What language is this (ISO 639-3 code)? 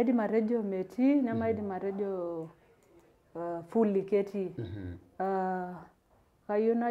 mas